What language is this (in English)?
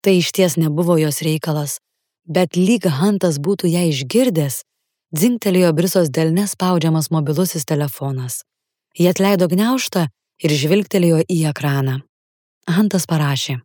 Lithuanian